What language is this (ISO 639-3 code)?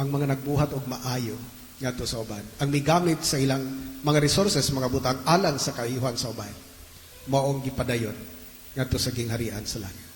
ceb